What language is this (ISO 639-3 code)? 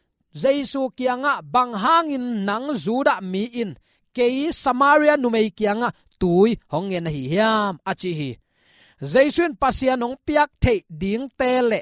ctd